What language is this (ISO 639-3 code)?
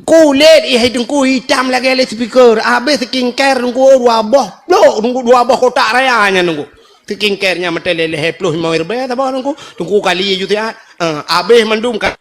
ace